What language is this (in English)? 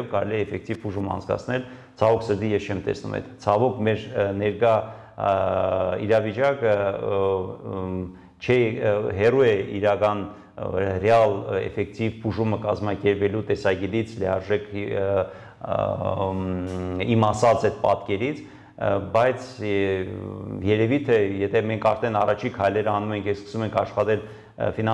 Armenian